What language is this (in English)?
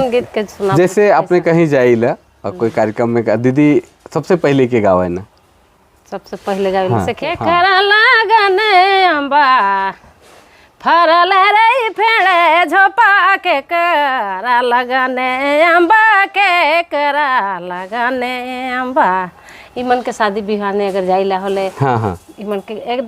Sadri